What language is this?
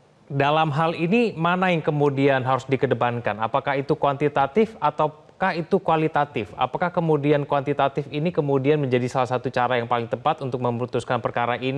Indonesian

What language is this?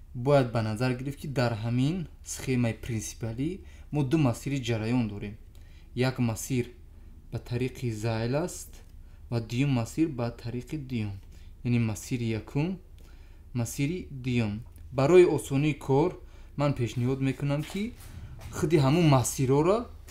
Tajik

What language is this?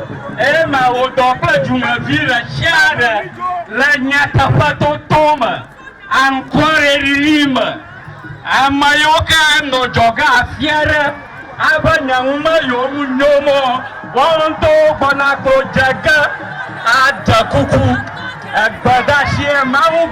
Ewe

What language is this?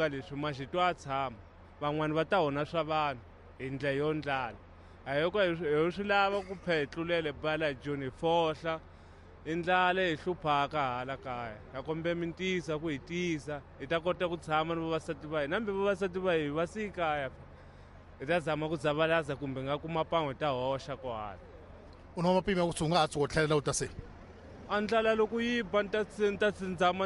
Tsonga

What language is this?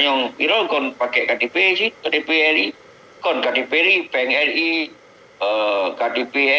Achinese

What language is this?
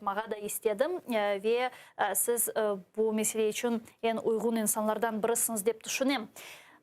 Crimean Tatar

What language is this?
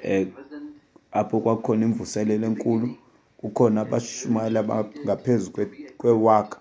Xhosa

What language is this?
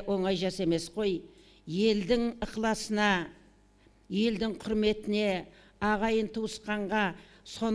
Kazakh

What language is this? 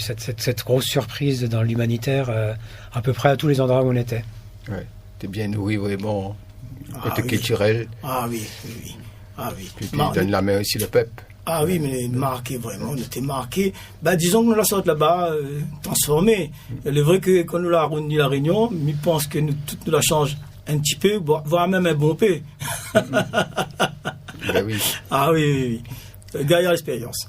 Réunion Creole French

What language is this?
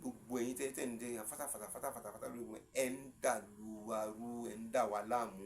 Yoruba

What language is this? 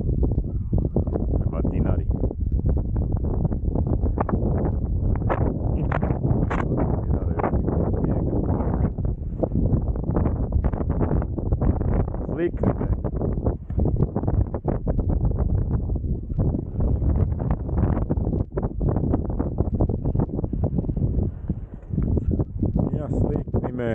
Croatian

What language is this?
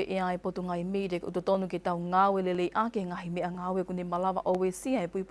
Tongan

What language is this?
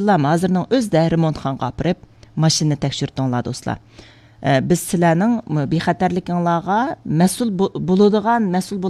Uyghur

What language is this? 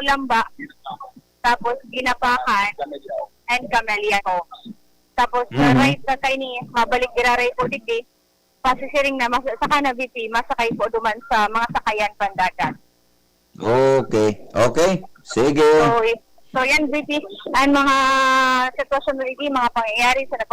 Bikol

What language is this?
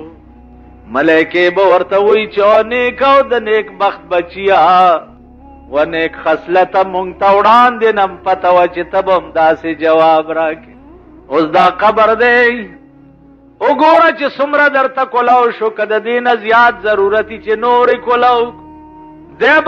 Pashto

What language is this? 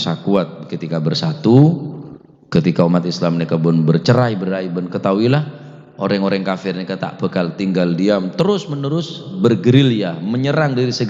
Madurese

